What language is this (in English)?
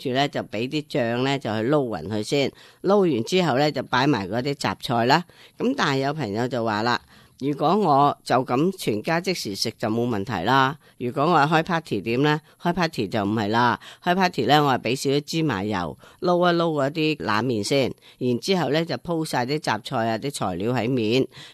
Cantonese